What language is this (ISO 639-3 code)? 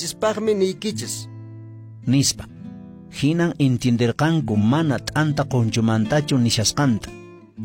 que